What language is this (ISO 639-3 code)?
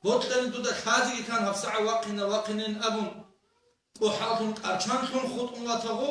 ava